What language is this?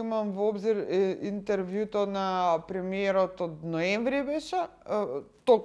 Macedonian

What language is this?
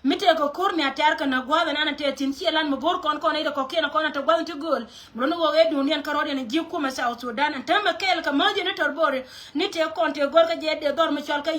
Nuer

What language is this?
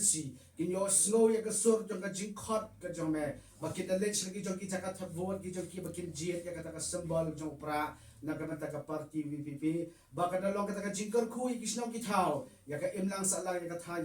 Khasi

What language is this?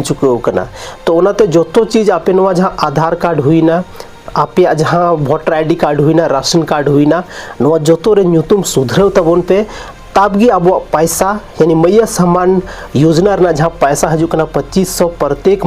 Santali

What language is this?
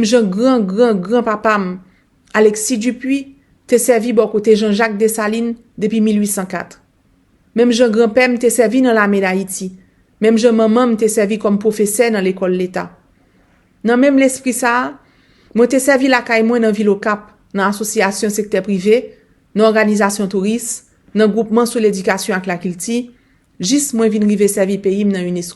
Haitian Creole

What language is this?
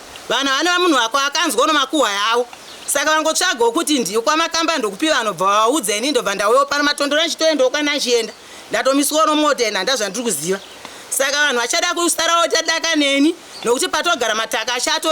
Shona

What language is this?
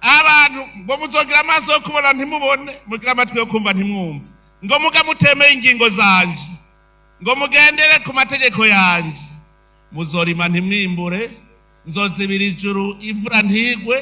Rundi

